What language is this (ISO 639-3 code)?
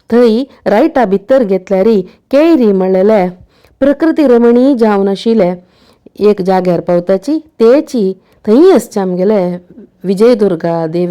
kok